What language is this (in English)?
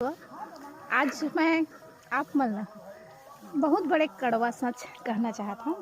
Chhattisgarhi